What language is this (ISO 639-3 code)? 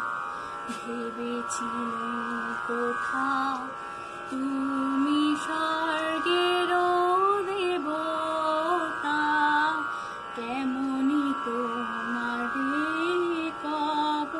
ben